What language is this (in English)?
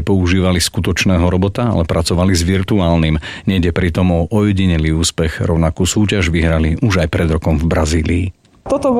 Slovak